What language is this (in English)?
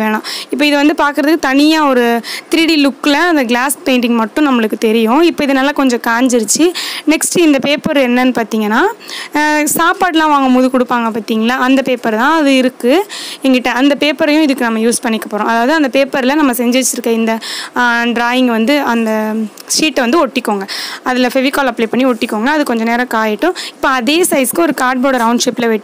Tamil